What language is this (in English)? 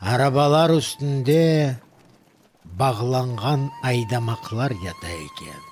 Crimean Tatar